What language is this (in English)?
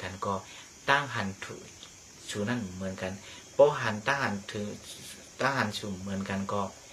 Shan